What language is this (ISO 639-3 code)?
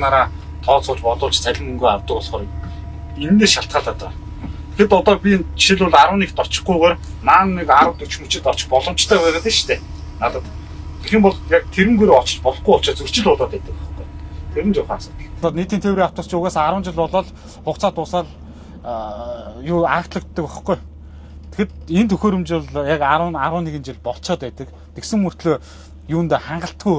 mon